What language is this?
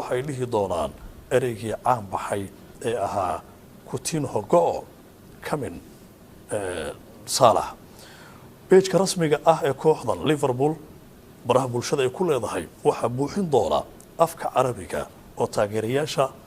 Somali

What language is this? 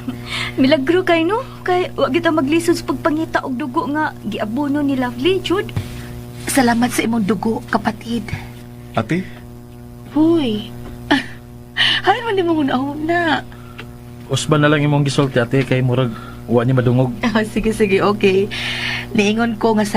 Cebuano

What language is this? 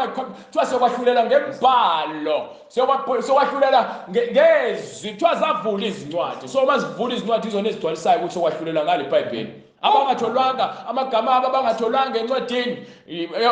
Zulu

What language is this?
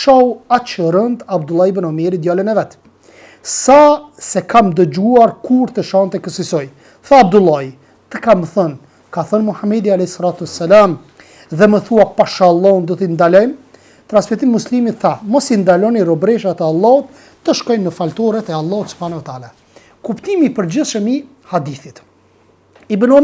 Albanian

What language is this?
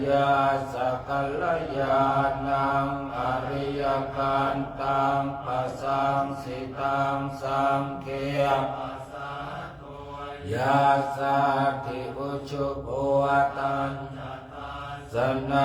Pali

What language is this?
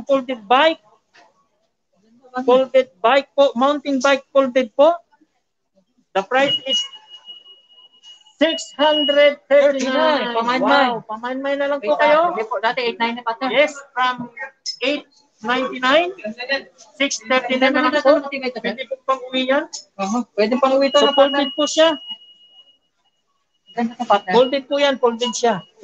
Filipino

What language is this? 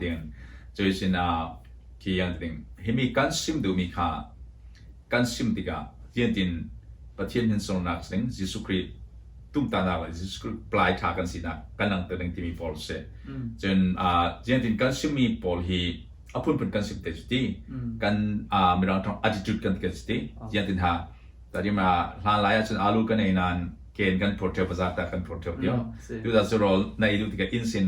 Falam Chin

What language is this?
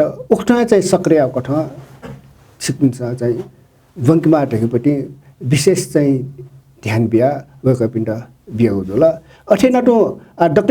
Newari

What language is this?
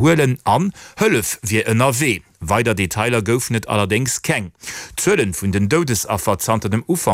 Luxembourgish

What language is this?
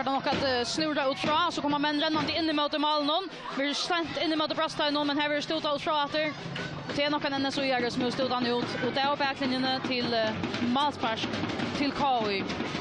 Faroese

